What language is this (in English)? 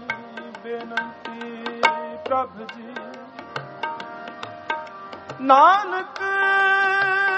Hindi